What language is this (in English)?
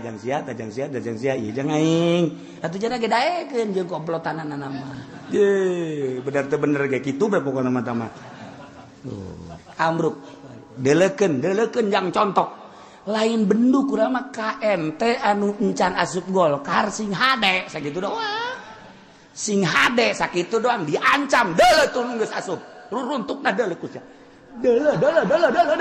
Sundanese